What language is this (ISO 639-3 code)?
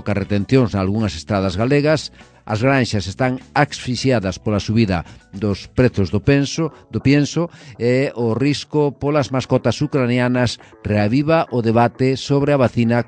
glg